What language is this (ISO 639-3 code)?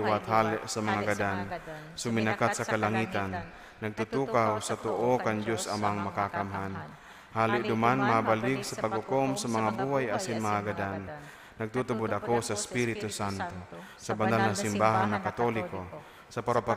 bik